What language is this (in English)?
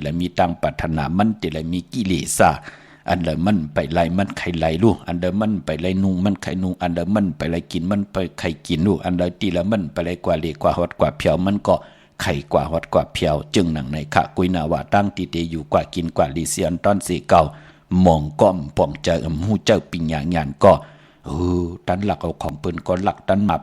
Shan